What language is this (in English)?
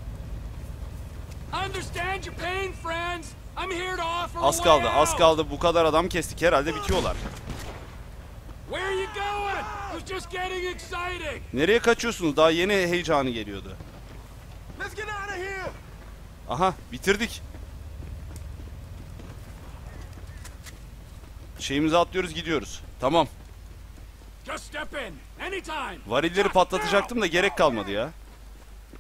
Turkish